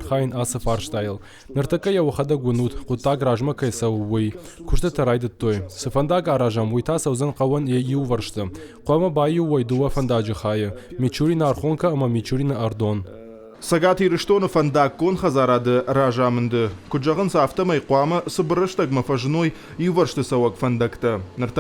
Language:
Ossetic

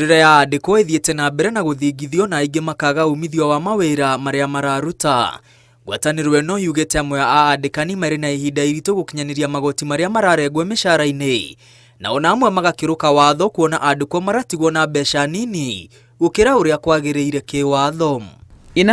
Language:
Kikuyu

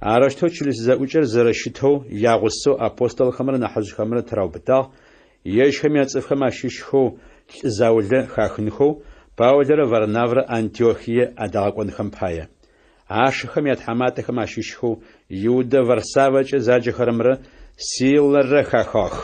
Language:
Adyghe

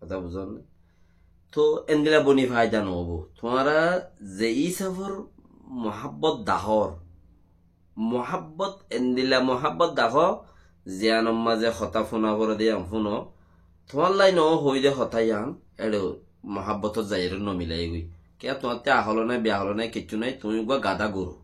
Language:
Rohingya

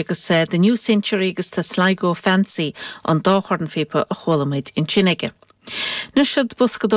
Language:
Irish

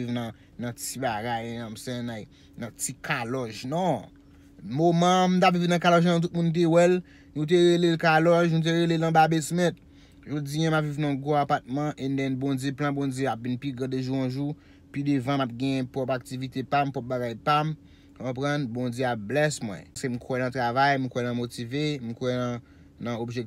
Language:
Haitian Creole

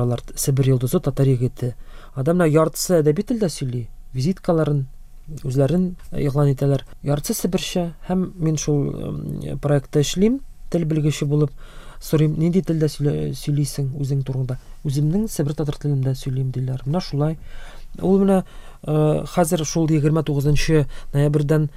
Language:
Tatar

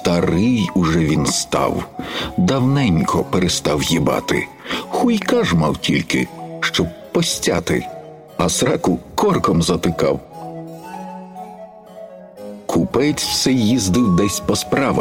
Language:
Ukrainian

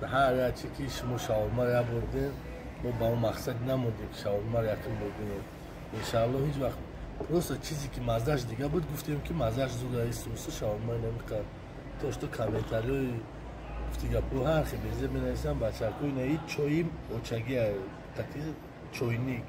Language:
Tajik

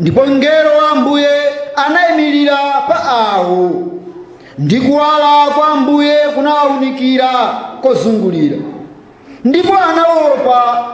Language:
Nyanja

